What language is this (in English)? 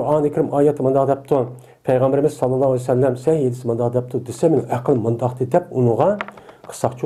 Uyghur